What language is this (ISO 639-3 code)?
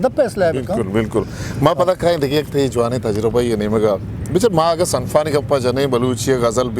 bgp